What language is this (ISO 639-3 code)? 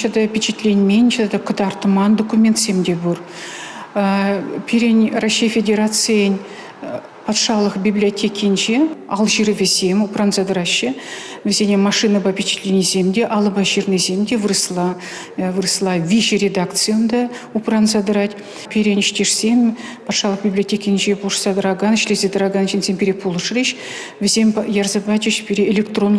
chv